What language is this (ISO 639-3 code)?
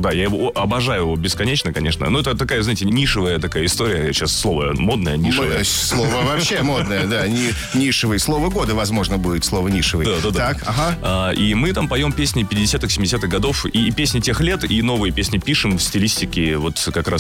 rus